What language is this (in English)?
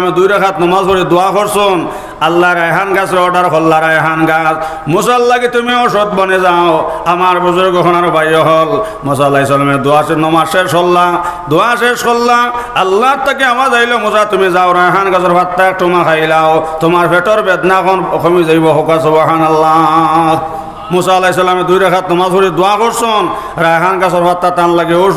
Sylheti